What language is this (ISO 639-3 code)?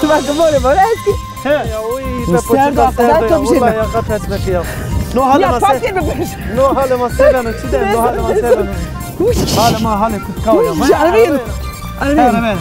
zza